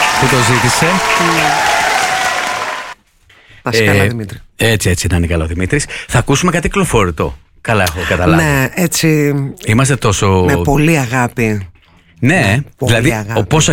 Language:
Greek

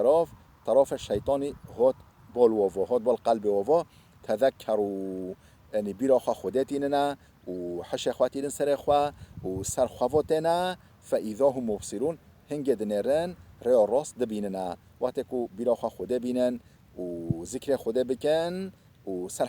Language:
Kurdish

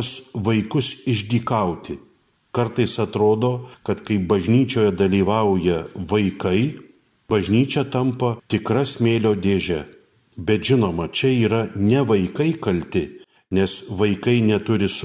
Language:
Lithuanian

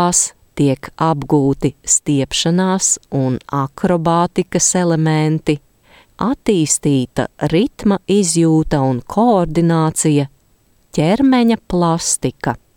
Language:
Latvian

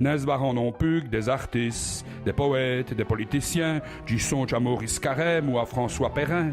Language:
Walloon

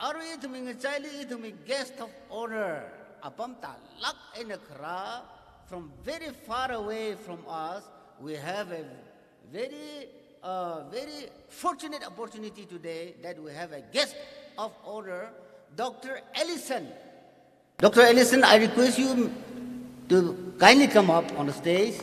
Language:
Tangkhul Naga (India)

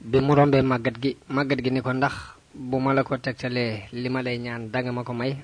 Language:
Wolof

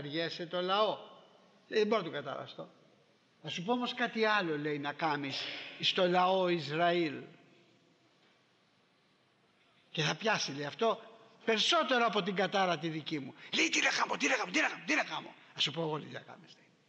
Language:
Greek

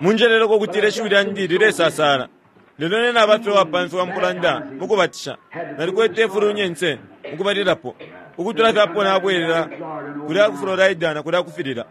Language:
Bemba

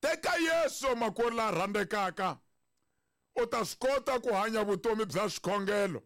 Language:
Tsonga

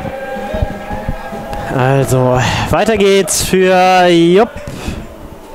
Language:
German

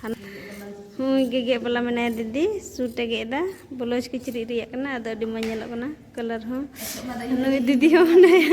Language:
Santali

